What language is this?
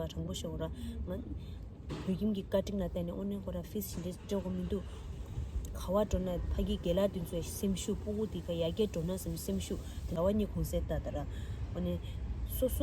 Tibetan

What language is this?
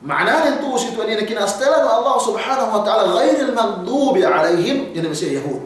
Yakan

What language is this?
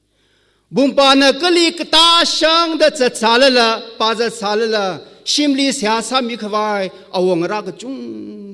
Tangkhul Naga (India)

